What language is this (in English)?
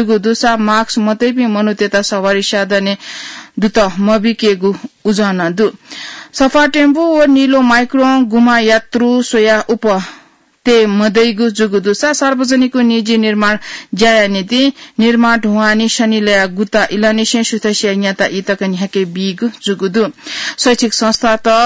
Newari